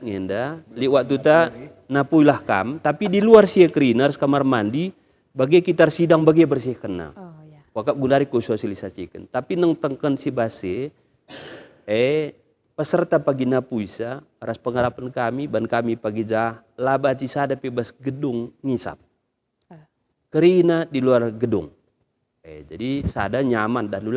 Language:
Batak Karo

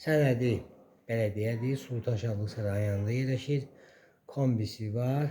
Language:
Azerbaijani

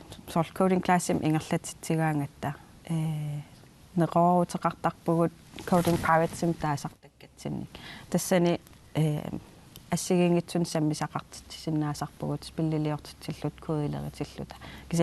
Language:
Kalaallisut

